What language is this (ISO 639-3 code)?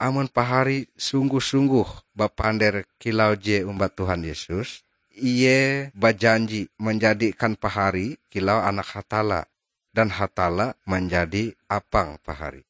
nij